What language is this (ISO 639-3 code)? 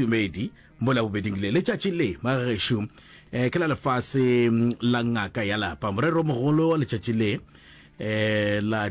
nso